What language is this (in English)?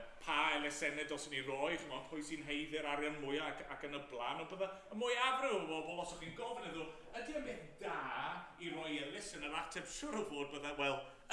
Welsh